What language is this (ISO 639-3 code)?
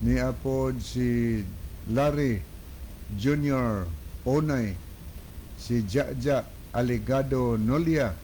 ceb